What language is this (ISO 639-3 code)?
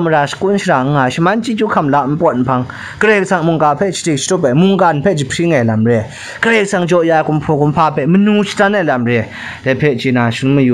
kac